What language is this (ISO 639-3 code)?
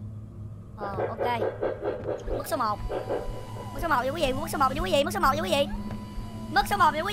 vie